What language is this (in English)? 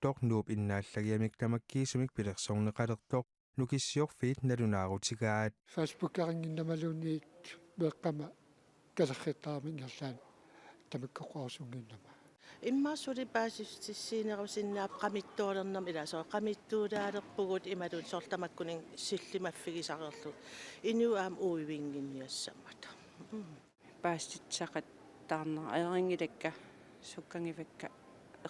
Kalaallisut